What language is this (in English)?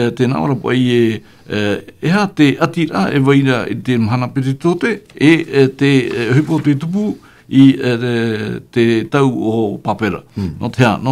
Tahitian